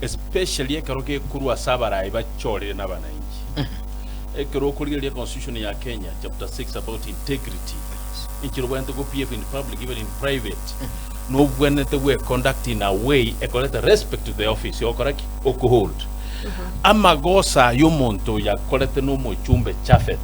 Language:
Gusii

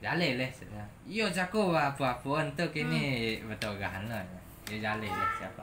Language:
Minangkabau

